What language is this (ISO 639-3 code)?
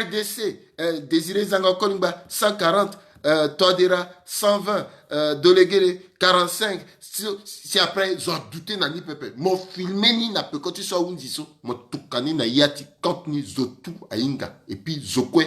sag